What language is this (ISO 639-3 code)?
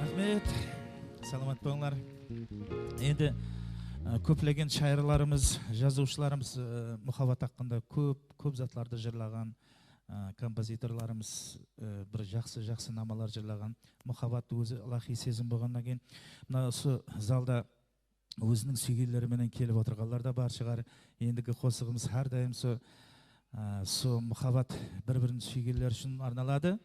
kaa